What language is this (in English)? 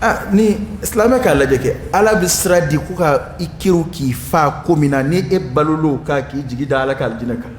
Dyula